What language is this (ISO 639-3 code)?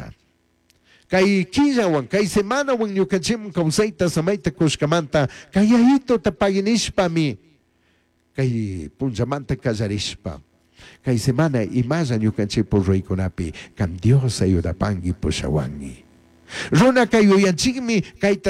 qug